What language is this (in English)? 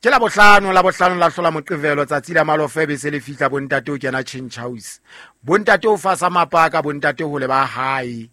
Southern Sotho